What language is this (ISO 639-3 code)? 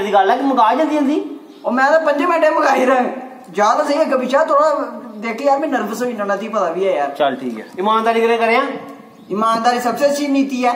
doi